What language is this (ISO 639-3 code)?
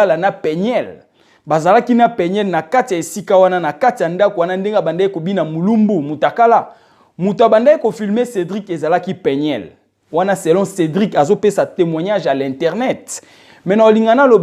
lin